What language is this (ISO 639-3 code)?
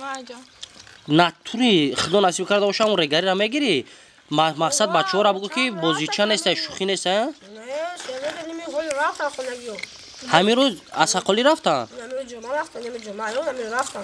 tgk